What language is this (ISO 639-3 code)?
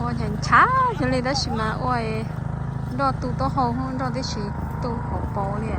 hmn